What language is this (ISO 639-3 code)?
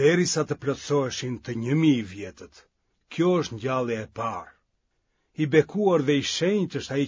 sqi